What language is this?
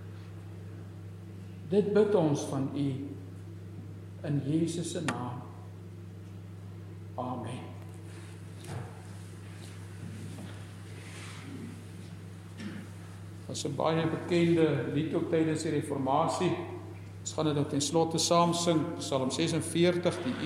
Afrikaans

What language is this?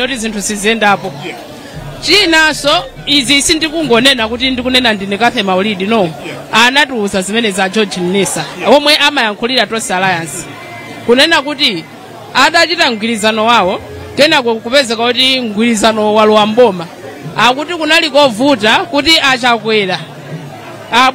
Nyanja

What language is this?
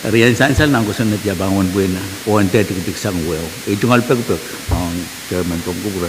Pohnpeian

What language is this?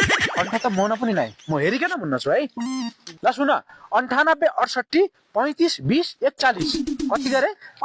Nepali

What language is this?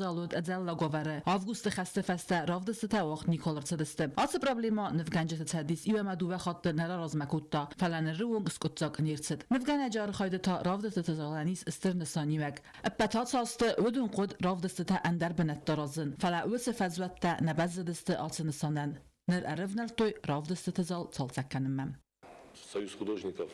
Ossetic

